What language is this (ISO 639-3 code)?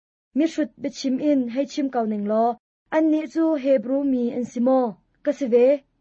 cnh